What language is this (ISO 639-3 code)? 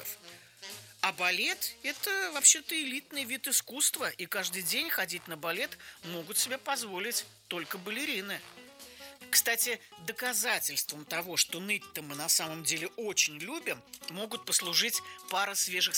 rus